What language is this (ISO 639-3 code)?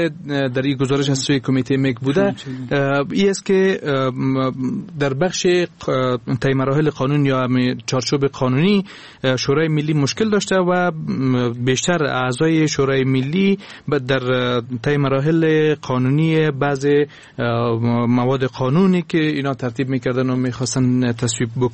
fas